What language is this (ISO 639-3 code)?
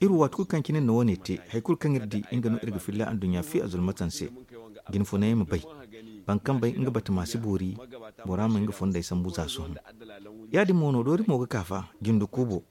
dje